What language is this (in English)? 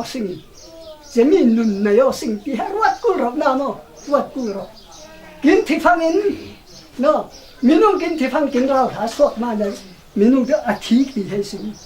Falam Chin